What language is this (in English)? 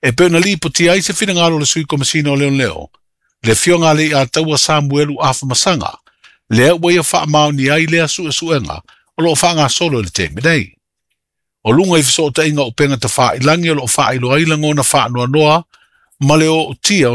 Samoan